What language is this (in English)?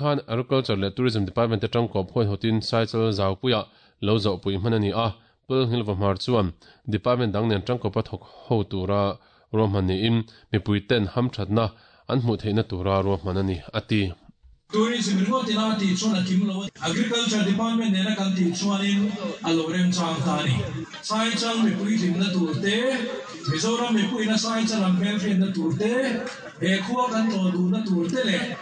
Mizo